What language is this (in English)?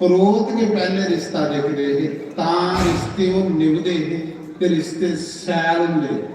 Dogri